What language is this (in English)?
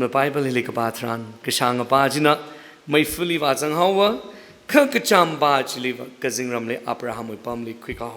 Tangkhul Naga (India)